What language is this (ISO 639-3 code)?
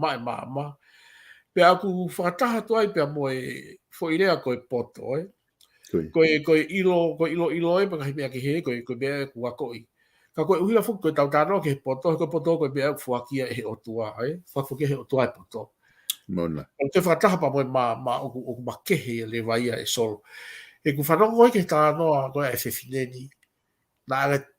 ton